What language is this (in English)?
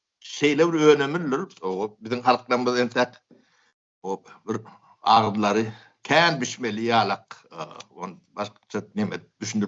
Turkmen